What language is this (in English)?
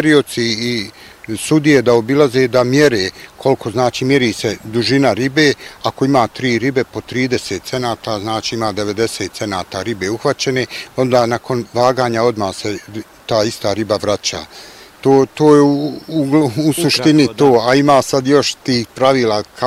Bosnian